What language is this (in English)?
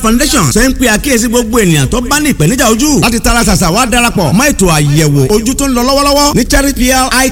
Yoruba